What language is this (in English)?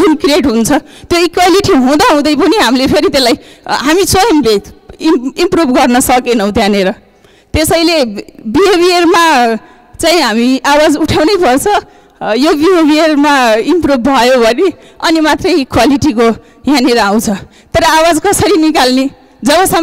Nepali